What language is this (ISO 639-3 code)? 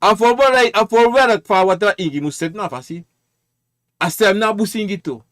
srn